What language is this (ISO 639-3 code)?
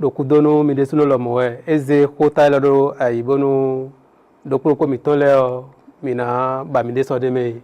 fon